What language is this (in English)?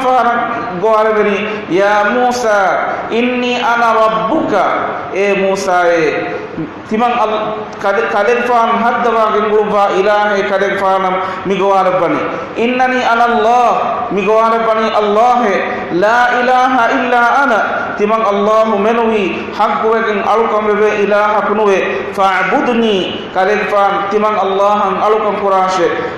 Divehi